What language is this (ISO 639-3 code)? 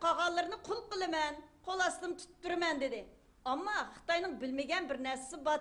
uig